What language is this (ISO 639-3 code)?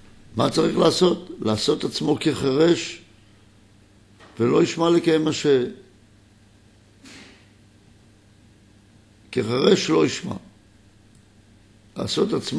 heb